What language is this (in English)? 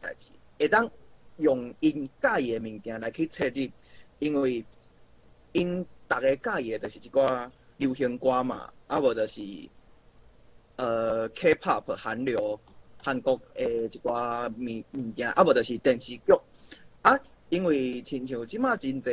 Min Nan Chinese